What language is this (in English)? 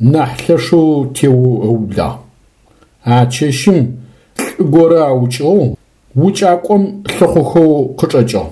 Adyghe